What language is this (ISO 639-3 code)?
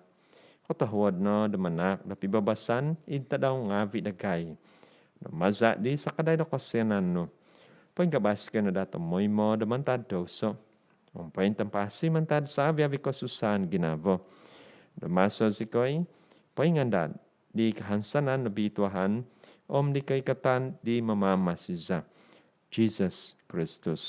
dtp